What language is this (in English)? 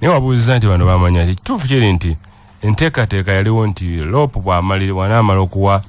Ganda